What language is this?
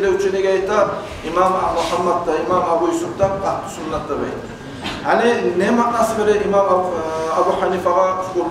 Kumyk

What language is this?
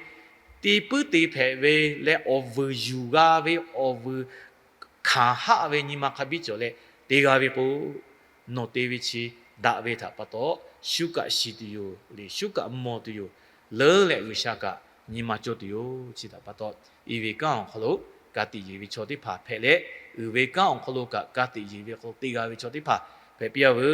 Lahu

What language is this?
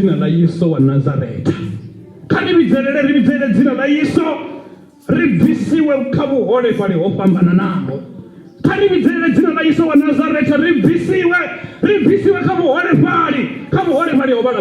Venda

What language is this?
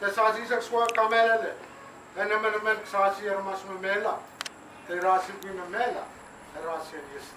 Pohnpeian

